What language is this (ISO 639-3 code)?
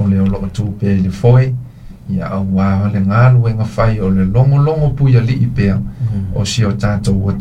smo